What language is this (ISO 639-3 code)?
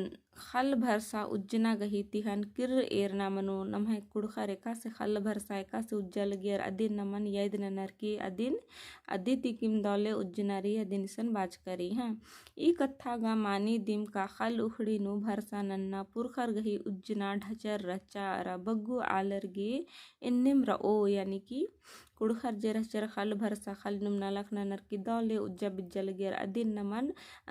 kru